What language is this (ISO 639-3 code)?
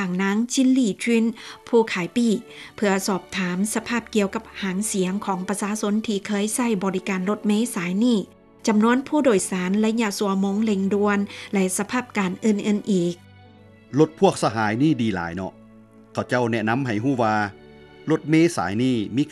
lao